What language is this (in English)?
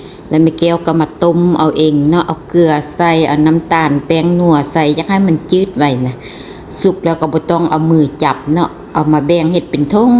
Lao